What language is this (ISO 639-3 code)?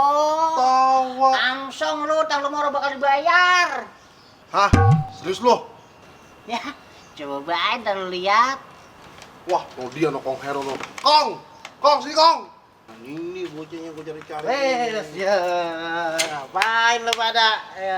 bew